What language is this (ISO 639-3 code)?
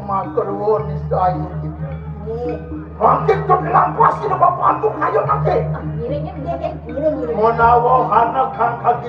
ban